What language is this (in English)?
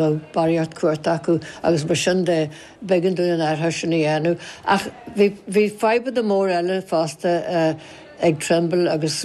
Irish